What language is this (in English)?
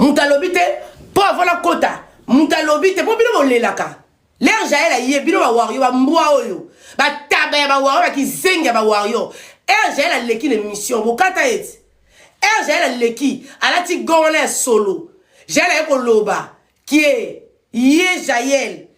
Lingala